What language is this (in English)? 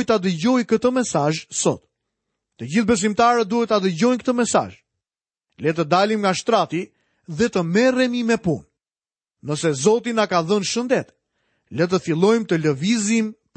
Albanian